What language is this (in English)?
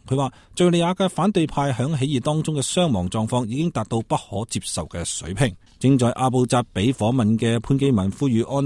Cantonese